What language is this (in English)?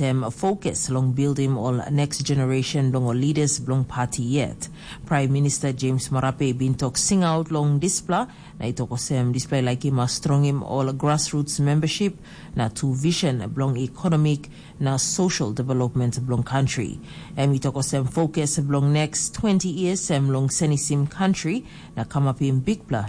Tok Pisin